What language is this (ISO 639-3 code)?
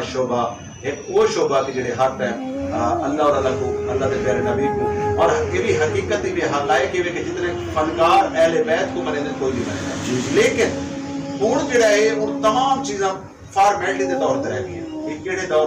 skr